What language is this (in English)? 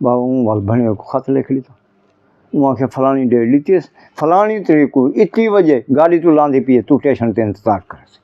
Saraiki